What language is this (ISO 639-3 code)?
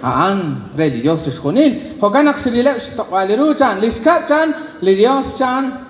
kek